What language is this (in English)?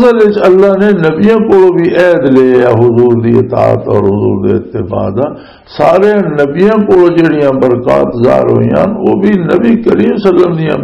Western Panjabi